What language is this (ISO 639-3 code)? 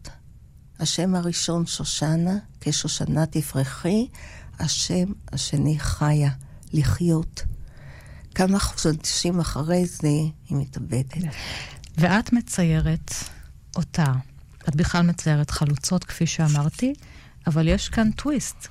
heb